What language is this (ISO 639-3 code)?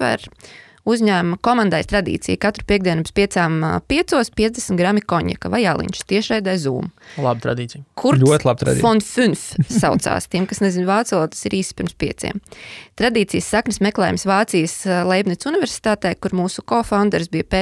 lav